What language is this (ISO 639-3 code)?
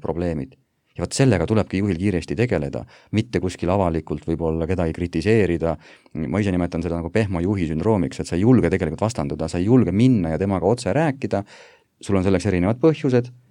est